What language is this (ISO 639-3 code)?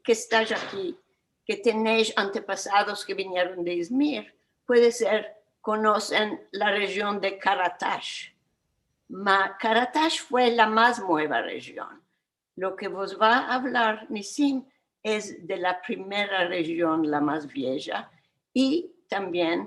lad